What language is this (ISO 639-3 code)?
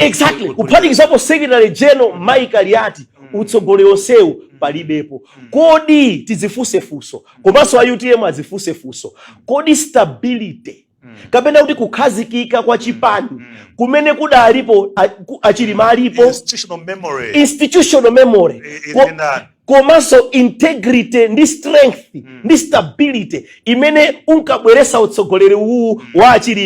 nya